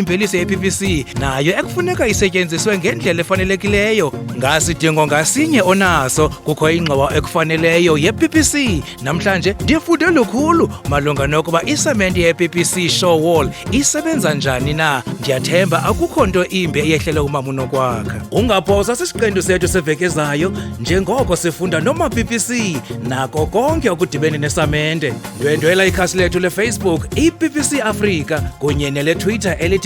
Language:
Xhosa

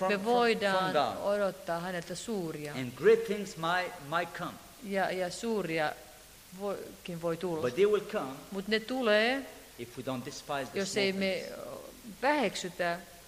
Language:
Finnish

